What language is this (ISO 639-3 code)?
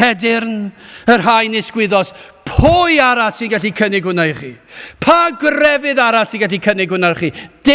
cym